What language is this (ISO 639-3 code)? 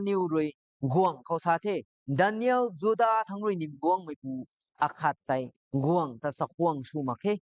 nbu